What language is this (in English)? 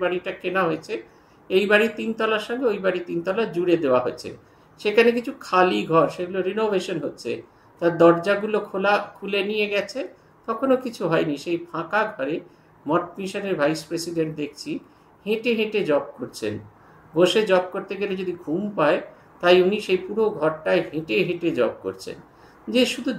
Bangla